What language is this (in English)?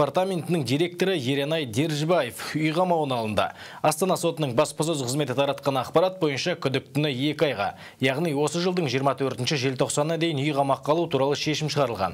Kazakh